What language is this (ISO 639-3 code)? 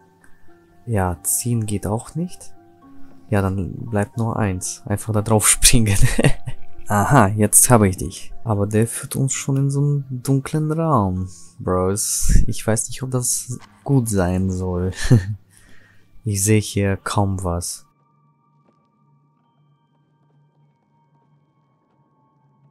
deu